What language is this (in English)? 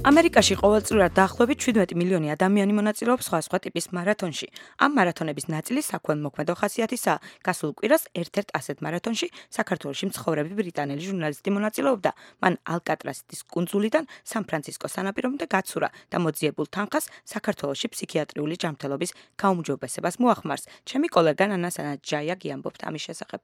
Georgian